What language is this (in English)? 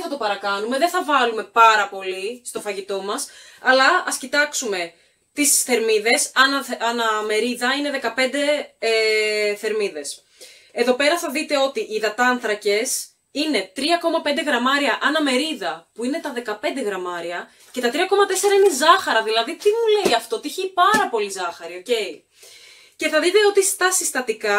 Greek